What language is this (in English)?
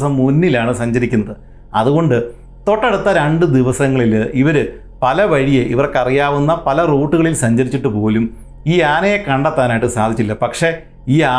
Malayalam